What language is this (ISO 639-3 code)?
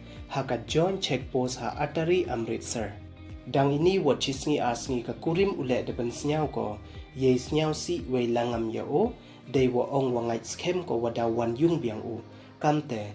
pbv